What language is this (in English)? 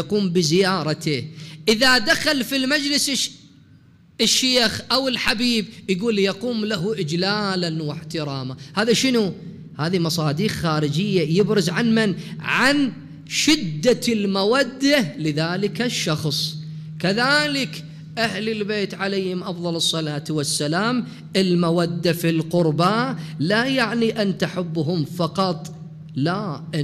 Mesopotamian Arabic